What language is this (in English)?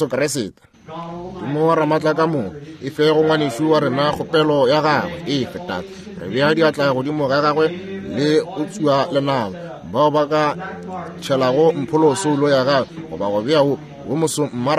Northern Sotho